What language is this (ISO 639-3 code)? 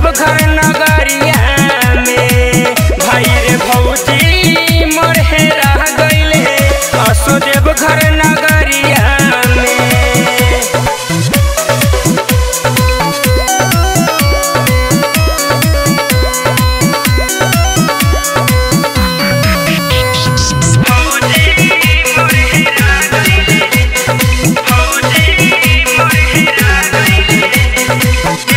bho